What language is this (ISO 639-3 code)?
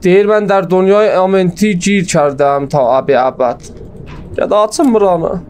azb